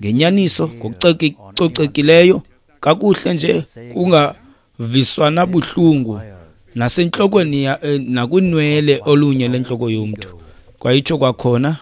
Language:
Xhosa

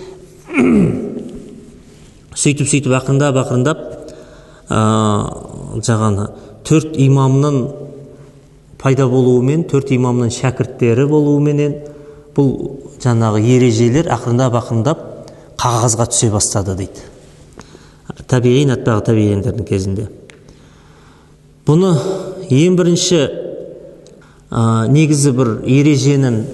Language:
Kazakh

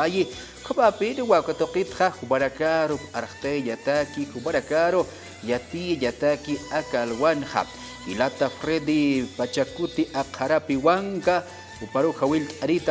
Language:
Aymara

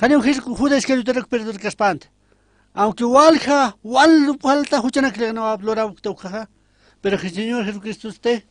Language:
Aymara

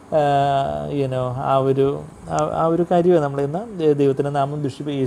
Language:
Malayalam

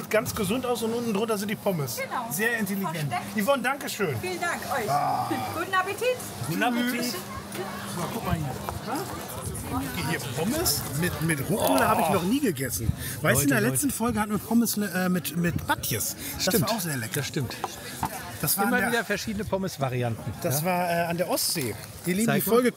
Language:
German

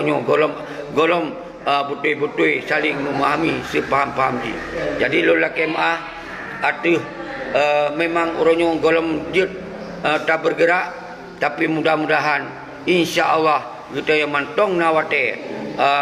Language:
Achinese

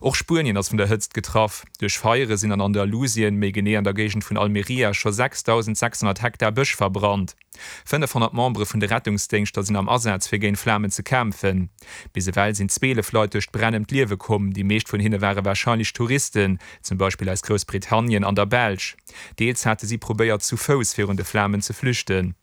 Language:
Luxembourgish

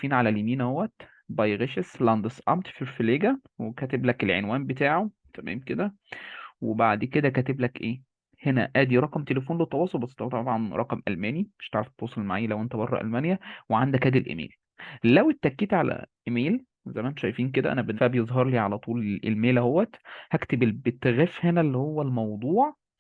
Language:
Egyptian Arabic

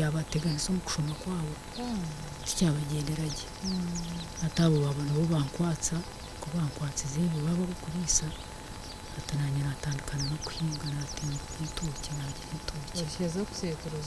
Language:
Nyankole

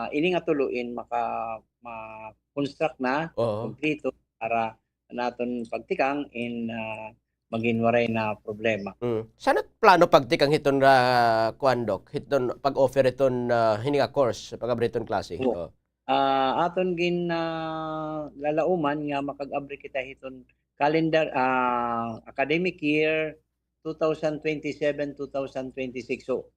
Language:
Waray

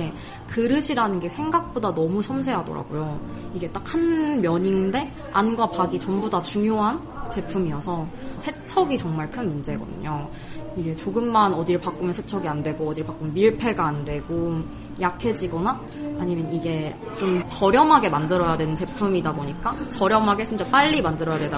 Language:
Korean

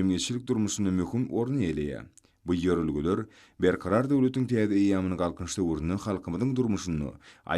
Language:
Turkmen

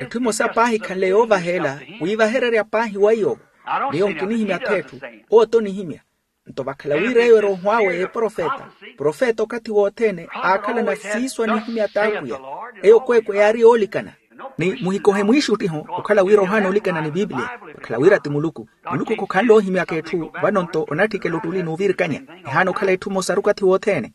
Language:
Makhuwa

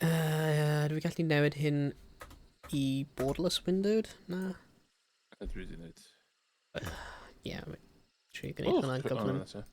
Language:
Welsh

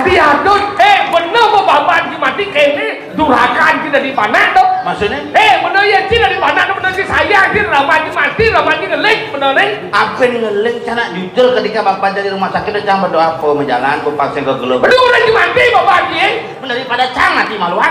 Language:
Balinese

